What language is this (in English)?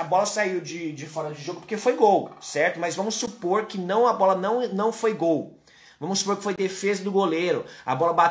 Portuguese